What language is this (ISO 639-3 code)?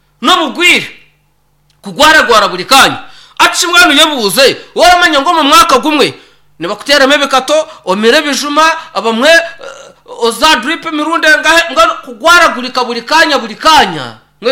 nyn